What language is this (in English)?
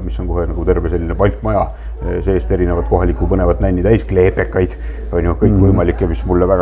Estonian